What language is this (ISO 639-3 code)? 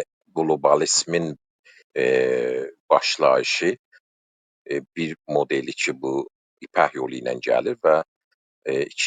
azb